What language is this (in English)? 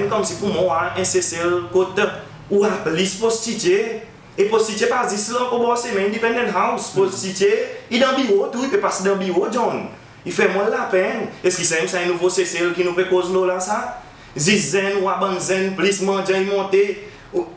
Seselwa Creole French